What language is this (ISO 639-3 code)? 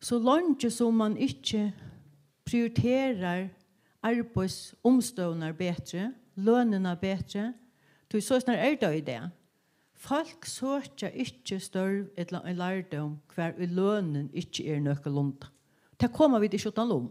fao